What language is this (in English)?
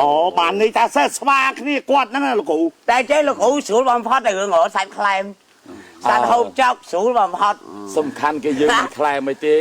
Khmer